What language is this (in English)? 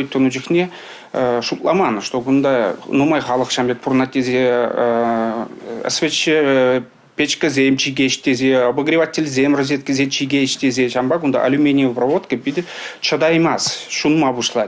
Chuvash